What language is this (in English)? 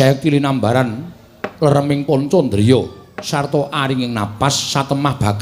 Javanese